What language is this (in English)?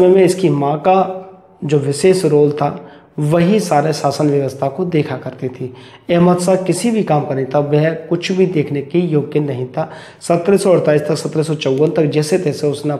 Hindi